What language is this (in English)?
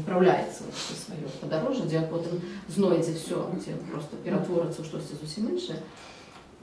Belarusian